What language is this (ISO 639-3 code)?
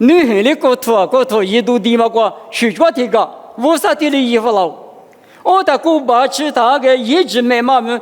lis